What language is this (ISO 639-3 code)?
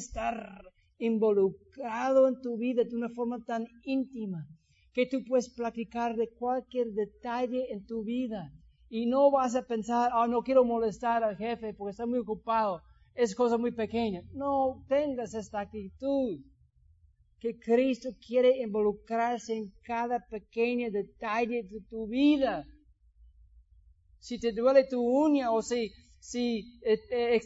spa